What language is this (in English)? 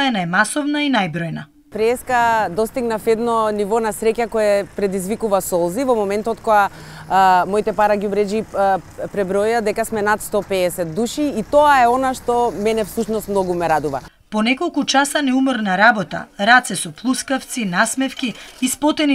Macedonian